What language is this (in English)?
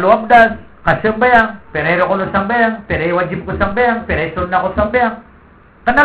Maranao